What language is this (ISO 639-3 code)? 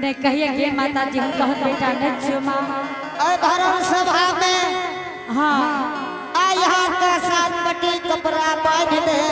anp